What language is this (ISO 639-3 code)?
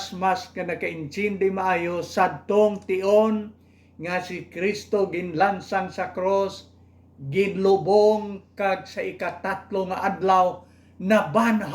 hil